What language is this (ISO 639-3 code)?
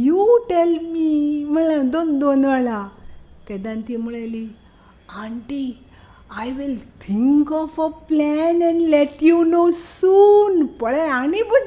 kok